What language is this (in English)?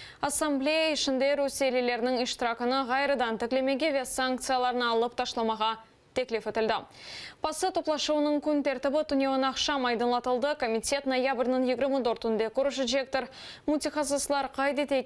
Crimean Tatar